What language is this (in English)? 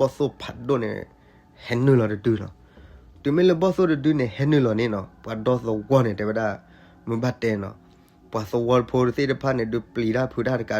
S'gaw Karen